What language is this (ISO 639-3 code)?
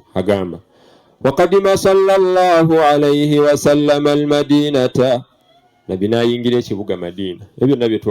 lug